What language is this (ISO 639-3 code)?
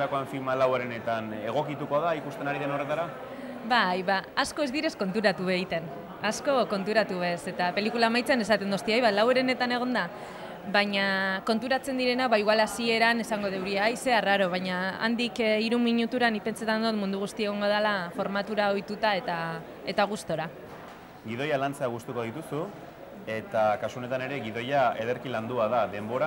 eus